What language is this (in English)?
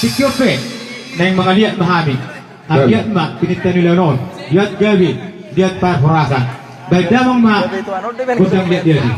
Batak Toba